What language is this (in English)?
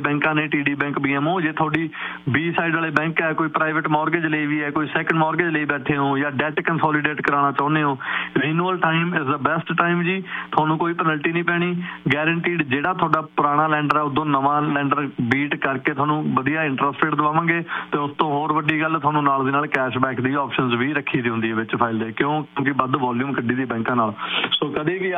Punjabi